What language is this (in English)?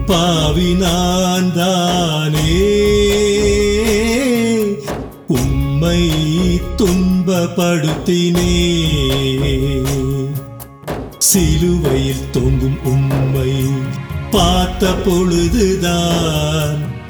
Tamil